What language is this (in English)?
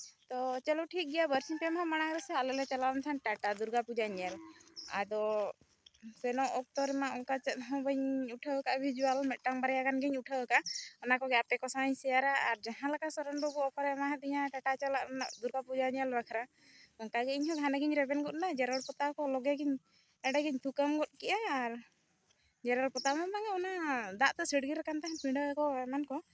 Santali